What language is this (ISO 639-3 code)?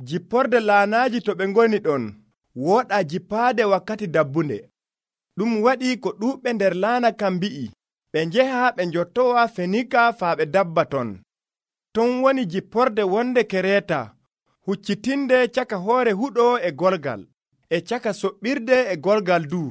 fuv